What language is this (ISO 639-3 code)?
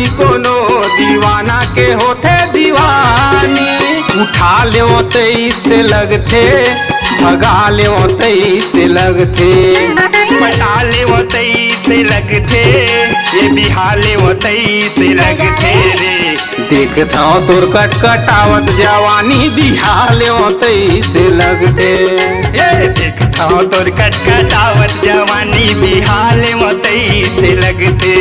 hne